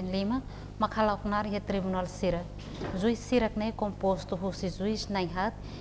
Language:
Tetum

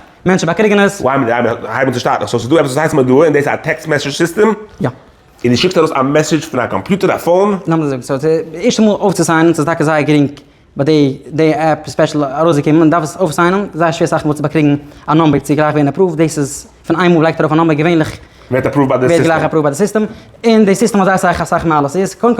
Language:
Yiddish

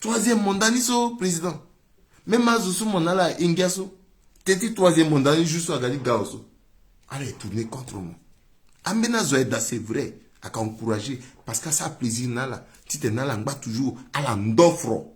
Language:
Sango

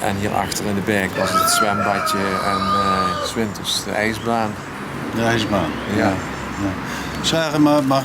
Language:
Limburgish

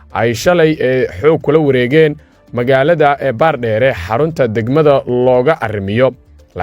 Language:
Somali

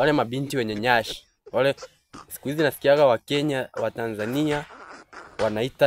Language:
Swahili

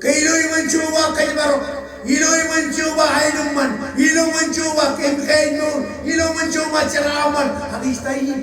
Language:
Marshallese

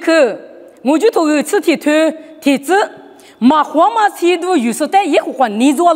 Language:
Lisu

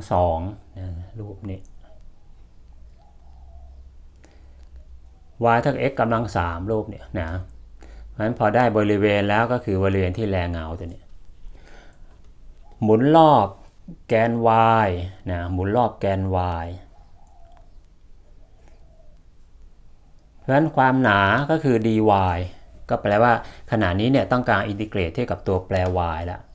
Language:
Thai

